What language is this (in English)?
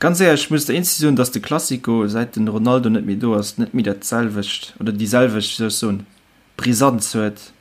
Luxembourgish